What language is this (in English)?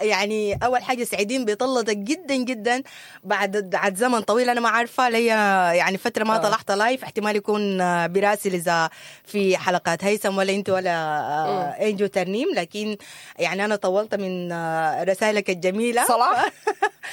Sudanese Arabic